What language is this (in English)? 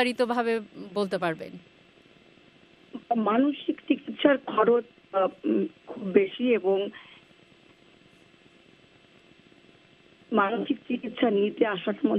Bangla